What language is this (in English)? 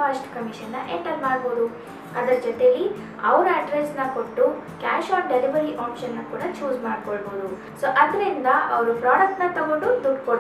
Kannada